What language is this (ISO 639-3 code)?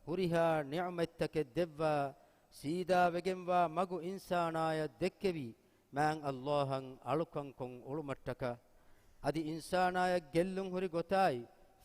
div